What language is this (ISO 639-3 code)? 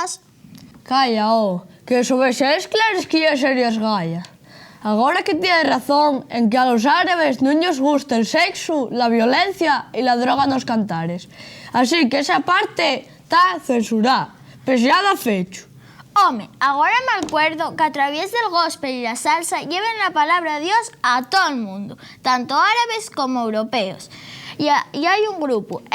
ast